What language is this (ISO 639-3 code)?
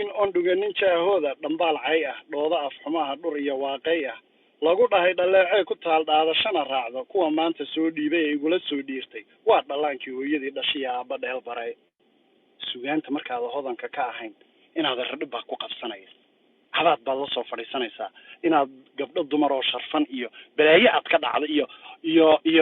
som